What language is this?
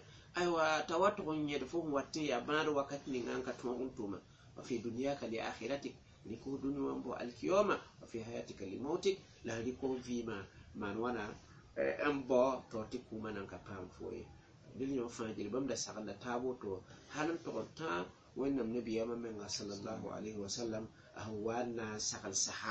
Mossi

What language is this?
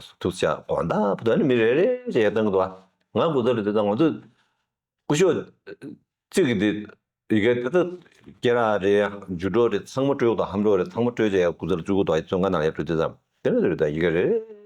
Tibetan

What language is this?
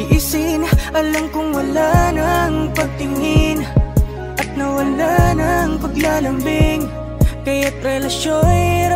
Filipino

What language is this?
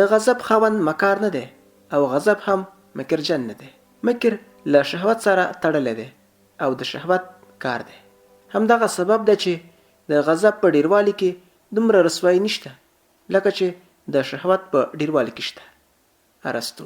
Pashto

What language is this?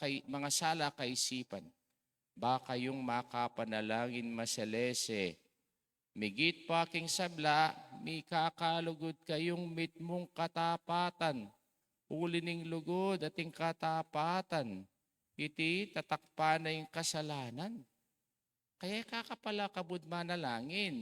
Pampanga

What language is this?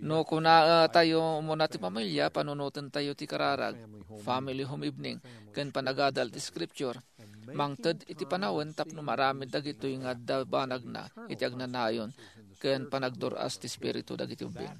Iloko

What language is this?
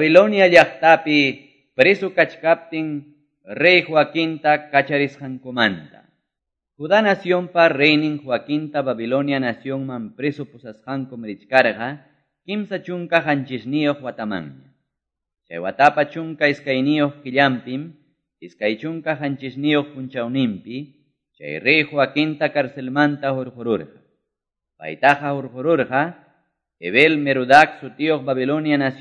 Quechua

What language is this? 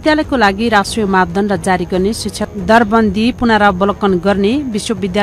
Nepali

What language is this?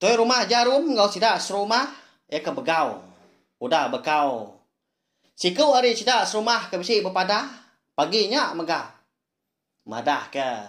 Iban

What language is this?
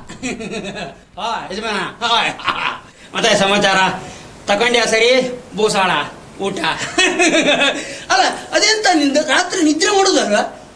Kannada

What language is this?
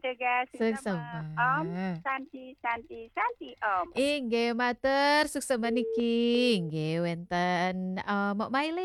Balinese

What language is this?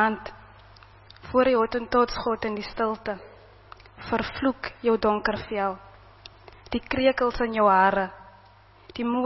Afrikaans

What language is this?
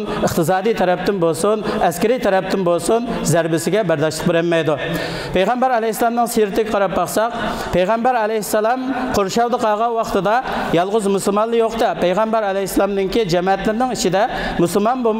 Uyghur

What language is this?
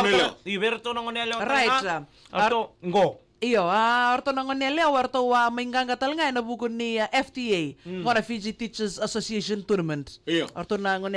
Fijian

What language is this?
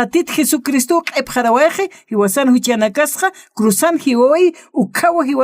Aymara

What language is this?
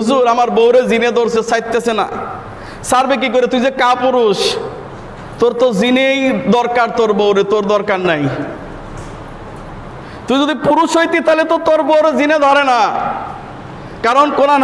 Bangla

